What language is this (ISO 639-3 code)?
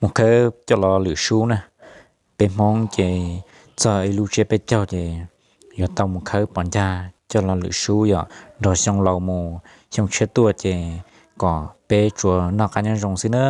hmn